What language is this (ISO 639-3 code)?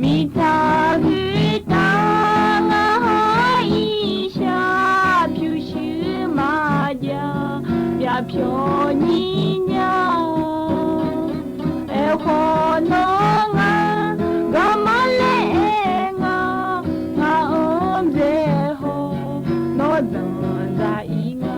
ahk